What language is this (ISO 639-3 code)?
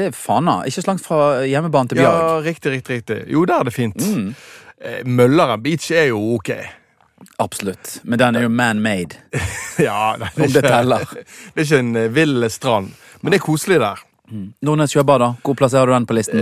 nor